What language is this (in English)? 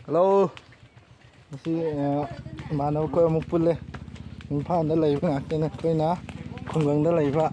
Manipuri